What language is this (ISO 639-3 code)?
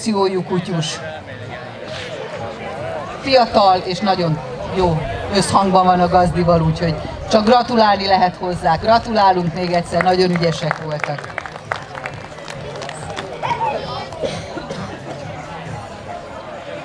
hun